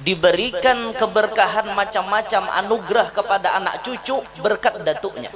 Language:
Banjar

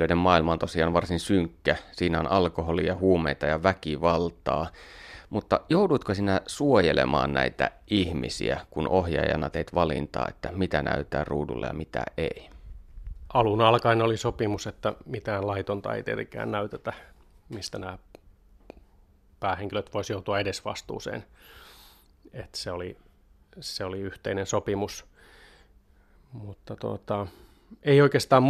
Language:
Finnish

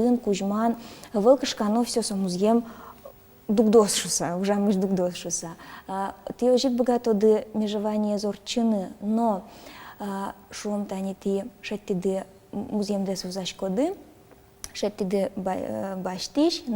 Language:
Udmurt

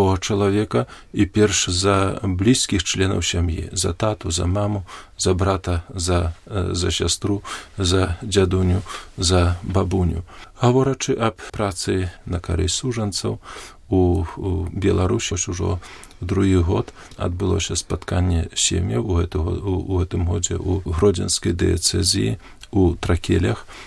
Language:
Belarusian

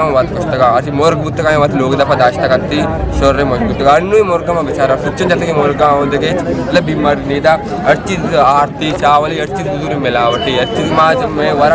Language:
Eastern Balochi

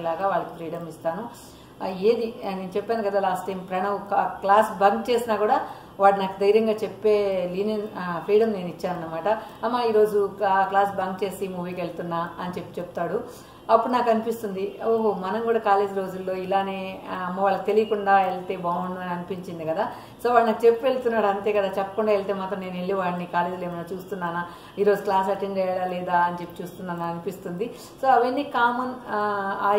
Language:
Telugu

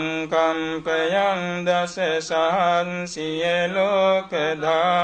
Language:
Pali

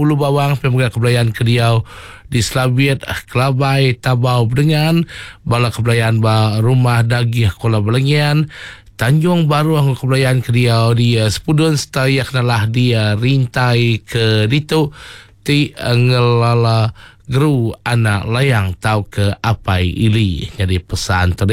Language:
Iban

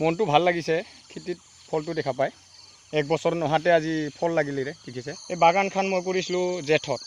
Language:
Assamese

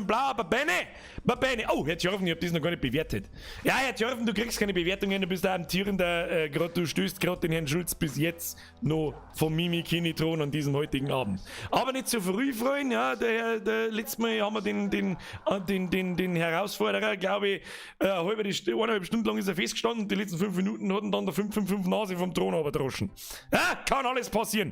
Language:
Bavarian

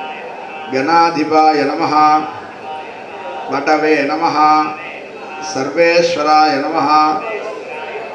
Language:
Tamil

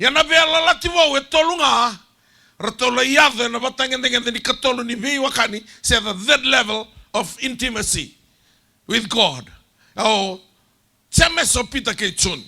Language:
Fijian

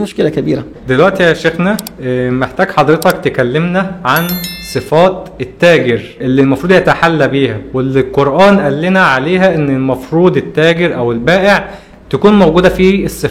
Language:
Egyptian Arabic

